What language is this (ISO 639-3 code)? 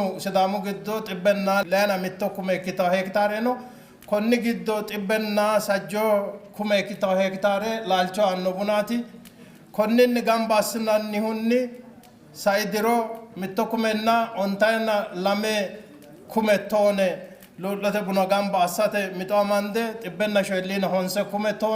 sid